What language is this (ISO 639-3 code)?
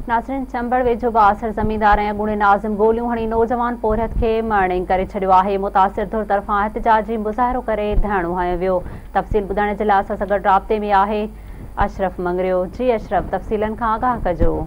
snd